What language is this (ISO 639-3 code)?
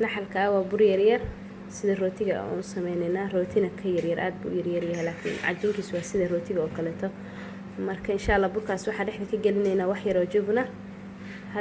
som